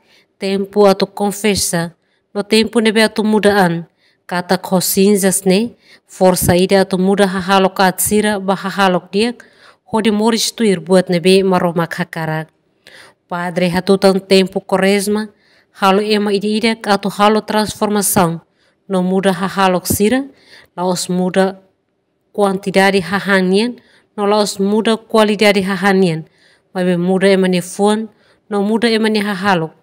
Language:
Tetum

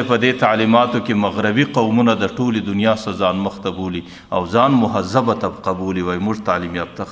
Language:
Pashto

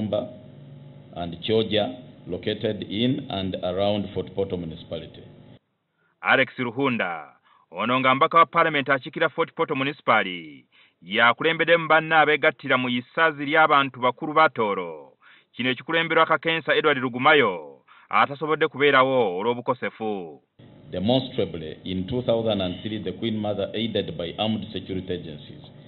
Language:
Ganda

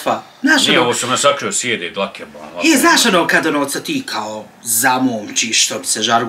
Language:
Bosnian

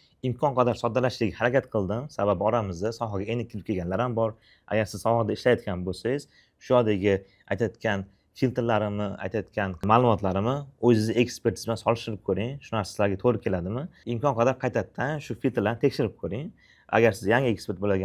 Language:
Uzbek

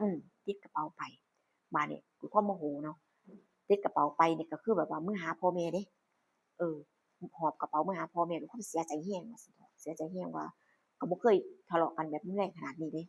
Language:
Northeastern Thai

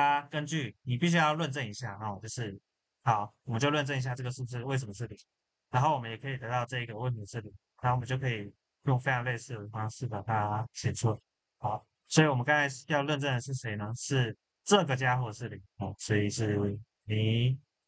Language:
Chinese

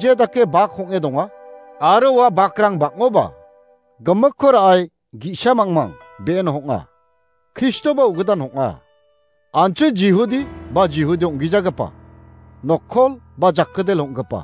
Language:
Garo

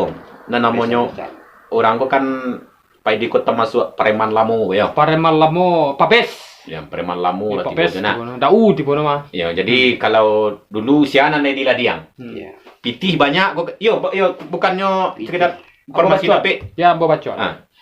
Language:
Minangkabau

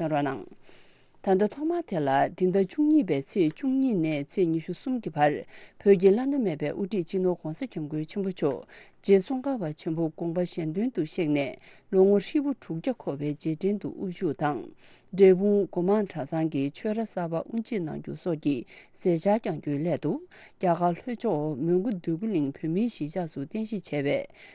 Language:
Tibetan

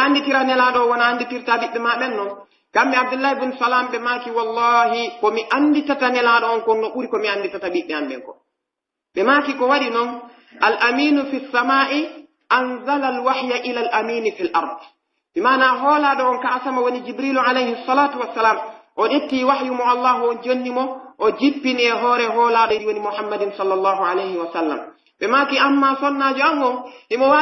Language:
Pular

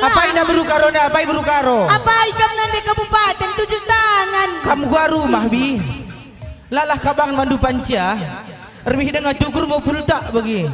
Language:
Batak Karo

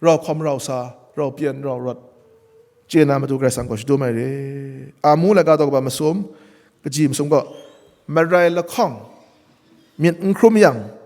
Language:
Kachin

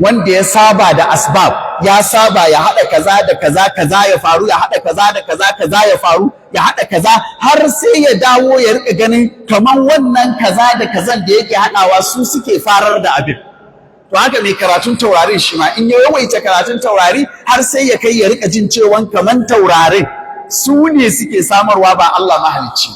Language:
Hausa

